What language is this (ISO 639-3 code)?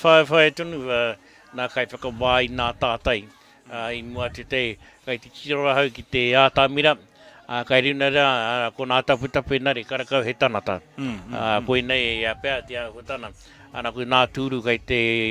mri